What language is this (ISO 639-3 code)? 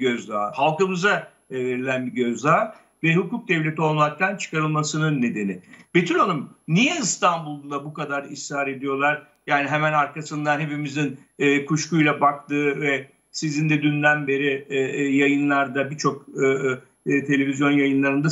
tur